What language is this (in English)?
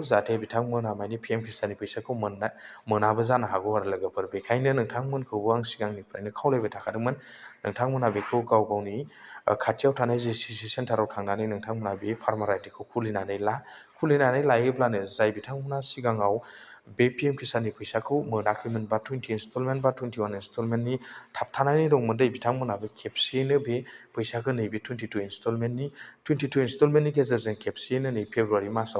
Bodo